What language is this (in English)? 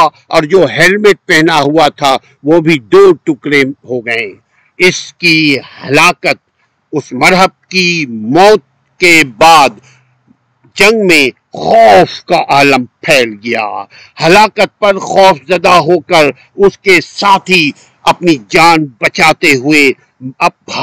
Urdu